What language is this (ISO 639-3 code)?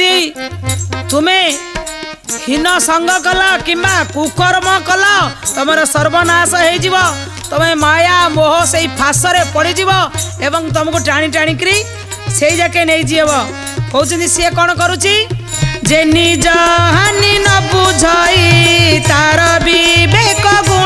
ori